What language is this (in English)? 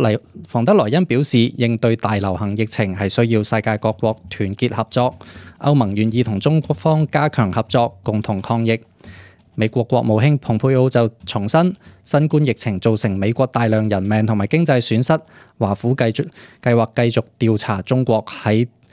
Cantonese